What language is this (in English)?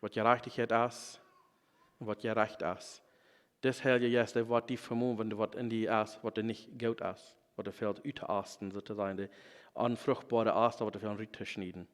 Plautdietsch